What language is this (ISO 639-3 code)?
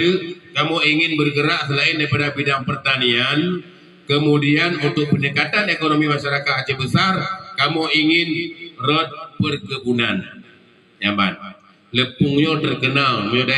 ace